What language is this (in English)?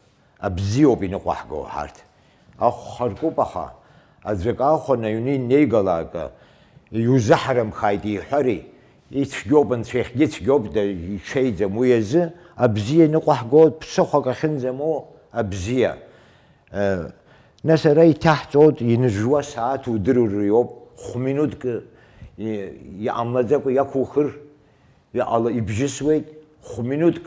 Abkhazian